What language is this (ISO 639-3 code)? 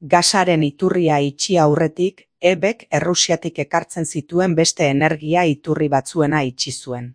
eus